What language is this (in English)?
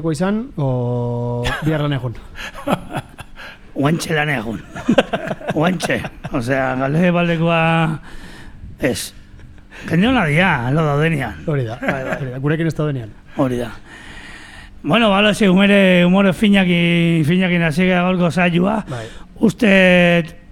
Basque